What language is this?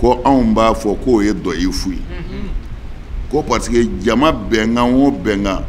Bambara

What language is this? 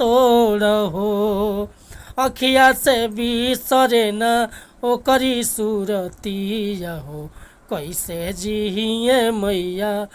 Bhojpuri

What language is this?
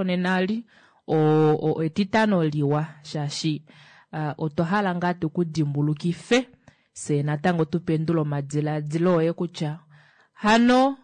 Kuanyama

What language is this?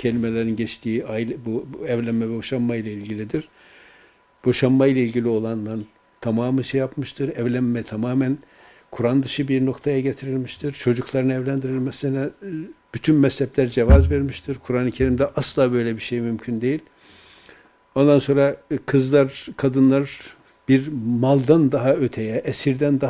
Turkish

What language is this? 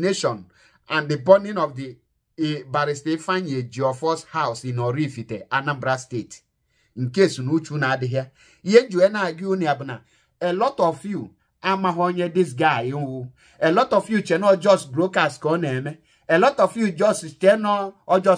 Igbo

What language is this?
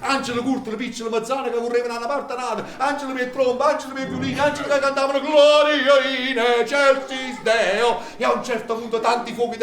Neapolitan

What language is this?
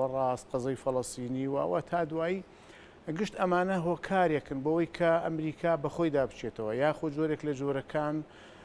Central Kurdish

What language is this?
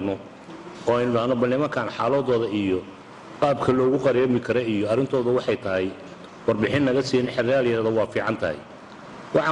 Somali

